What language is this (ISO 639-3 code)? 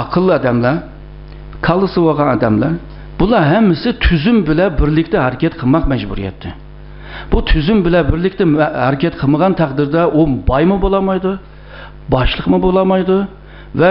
uig